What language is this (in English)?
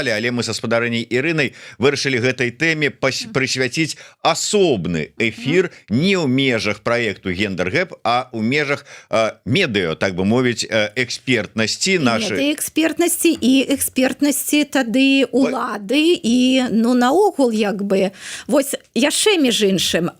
Belarusian